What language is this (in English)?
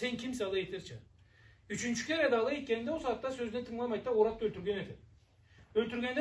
Karachay-Balkar